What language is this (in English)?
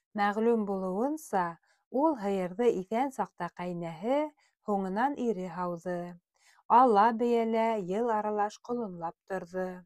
Bashkir